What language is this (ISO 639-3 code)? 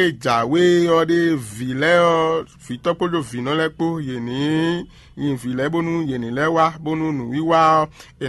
fon